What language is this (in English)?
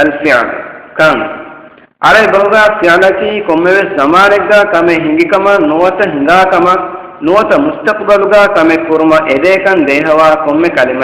Divehi